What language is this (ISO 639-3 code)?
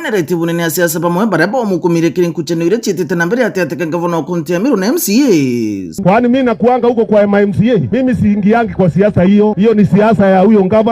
mer